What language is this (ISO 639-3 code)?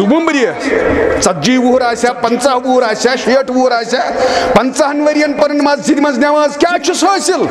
kas